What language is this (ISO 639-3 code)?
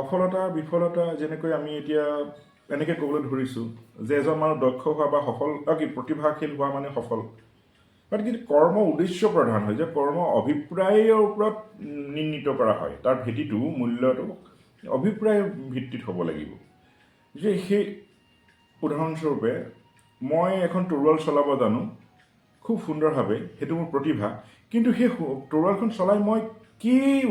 asm